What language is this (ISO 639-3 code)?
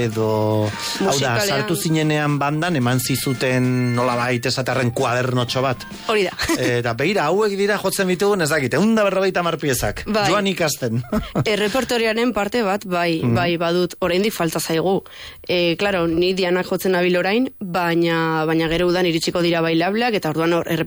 eus